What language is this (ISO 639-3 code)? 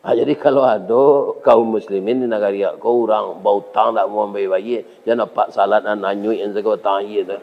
min